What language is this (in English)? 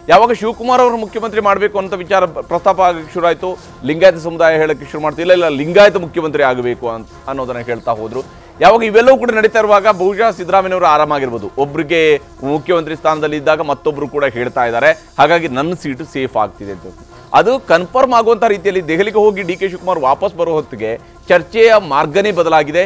Kannada